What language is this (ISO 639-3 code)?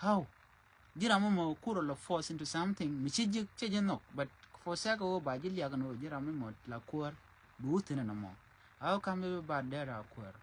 nus